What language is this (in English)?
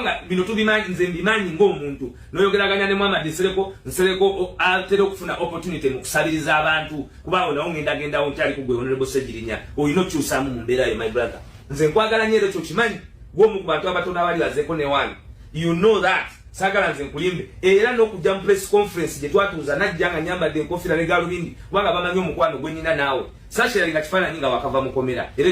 Ganda